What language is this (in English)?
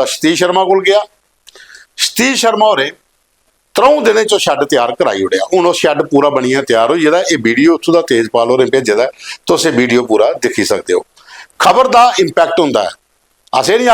Dogri